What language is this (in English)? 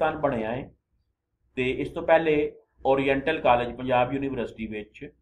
Punjabi